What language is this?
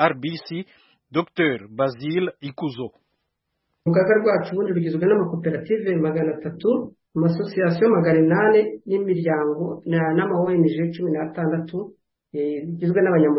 Kinyarwanda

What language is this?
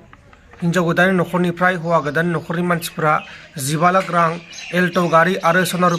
Bodo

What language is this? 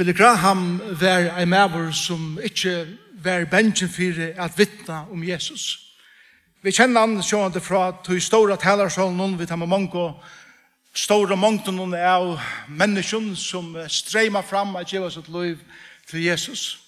Faroese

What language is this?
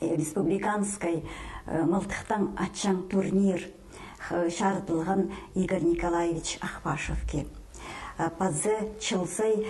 Khakas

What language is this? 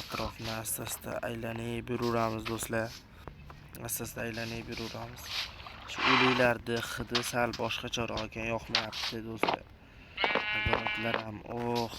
Uzbek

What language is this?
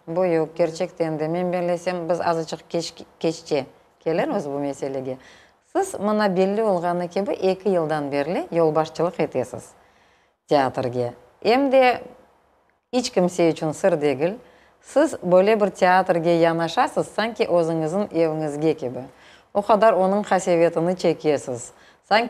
Crimean Tatar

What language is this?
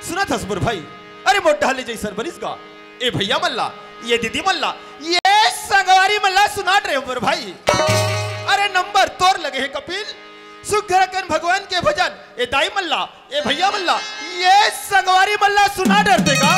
Chhattisgarhi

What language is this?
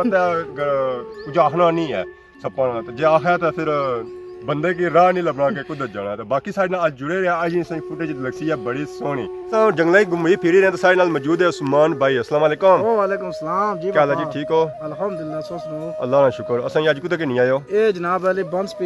Pahari-Potwari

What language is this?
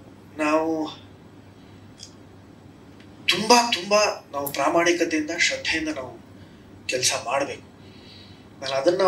Kannada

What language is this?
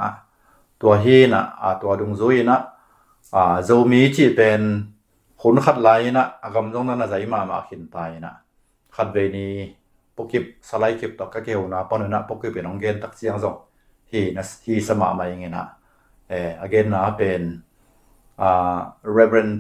Tedim Chin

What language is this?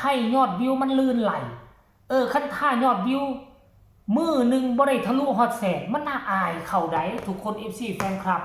Northeastern Thai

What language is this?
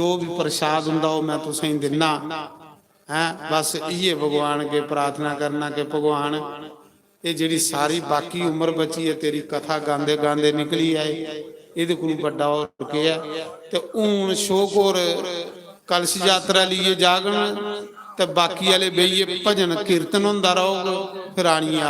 Dogri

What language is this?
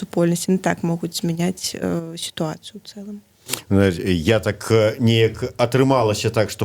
Belarusian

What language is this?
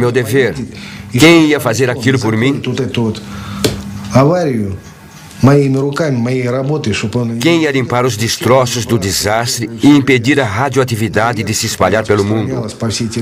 Portuguese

